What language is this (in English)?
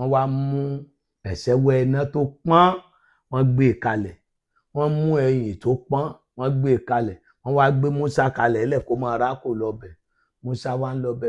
Yoruba